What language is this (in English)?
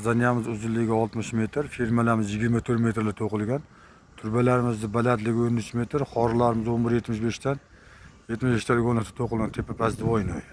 Uzbek